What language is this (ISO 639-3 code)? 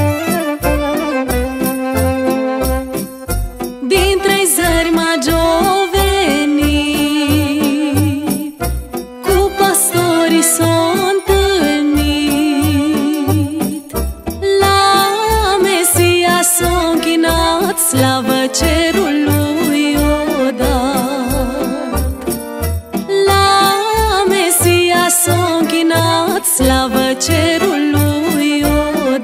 ron